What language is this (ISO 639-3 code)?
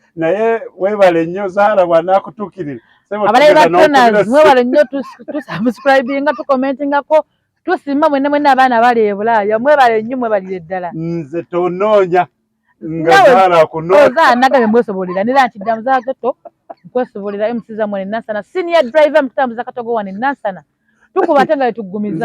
lug